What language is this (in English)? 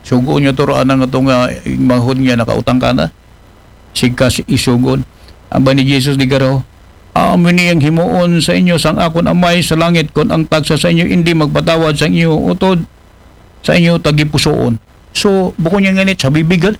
Aklanon